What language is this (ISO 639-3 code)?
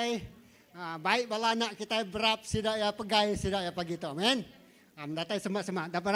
iba